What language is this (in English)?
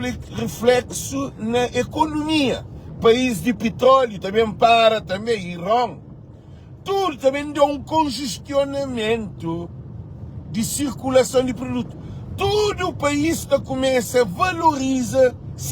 Kabuverdianu